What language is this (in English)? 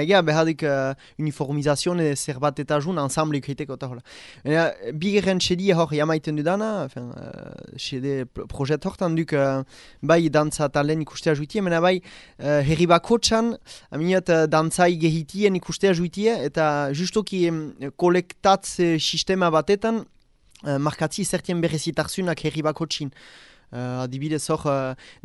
Basque